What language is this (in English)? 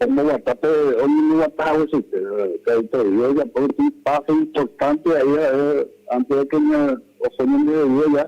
Guarani